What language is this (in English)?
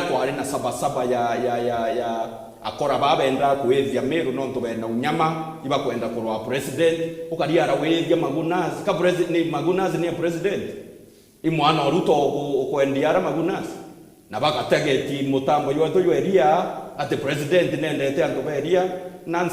Meru